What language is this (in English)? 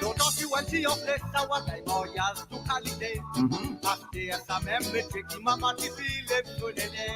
Morisyen